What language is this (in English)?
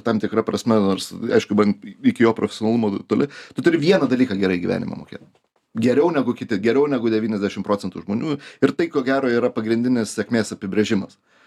Lithuanian